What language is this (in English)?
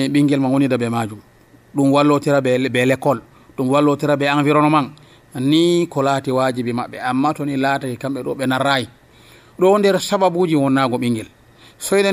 Nigerian Fulfulde